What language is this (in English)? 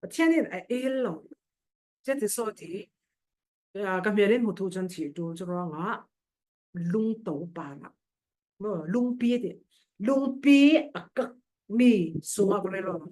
Falam Chin